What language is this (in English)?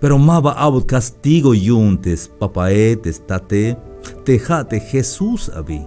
Tzeltal